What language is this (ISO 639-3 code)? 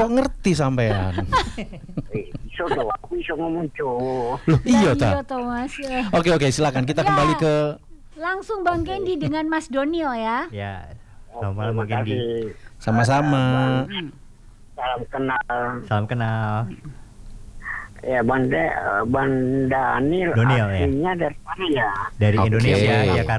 ind